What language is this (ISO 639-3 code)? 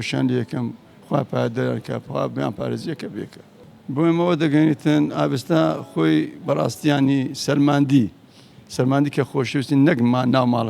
ckb